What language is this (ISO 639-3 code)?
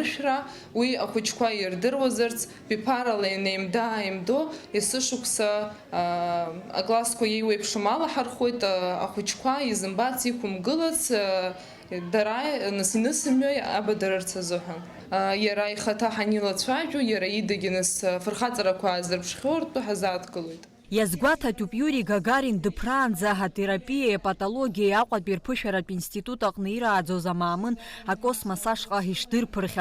abk